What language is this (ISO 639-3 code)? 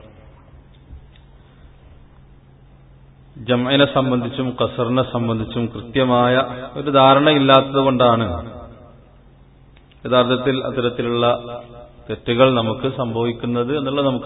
mal